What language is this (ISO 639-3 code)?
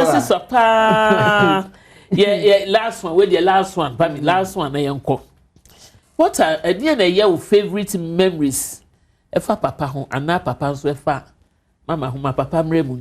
aka